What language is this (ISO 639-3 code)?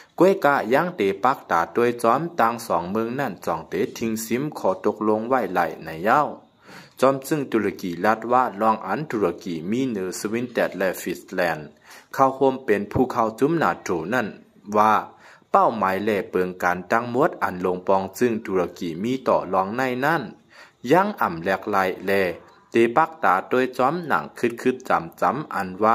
shn